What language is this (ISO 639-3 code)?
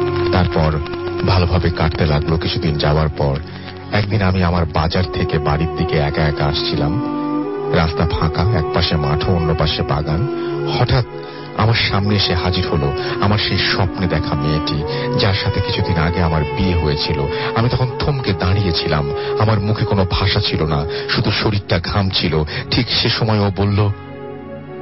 ben